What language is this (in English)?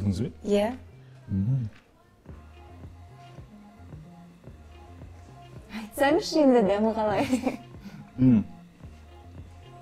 Kazakh